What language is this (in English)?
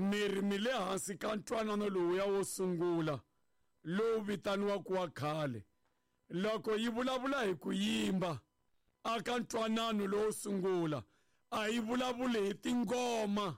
Tsonga